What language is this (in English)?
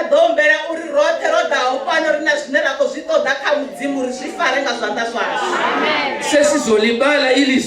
Venda